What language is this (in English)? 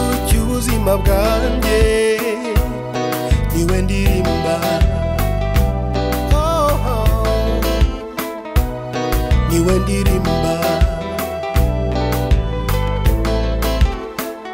Kinyarwanda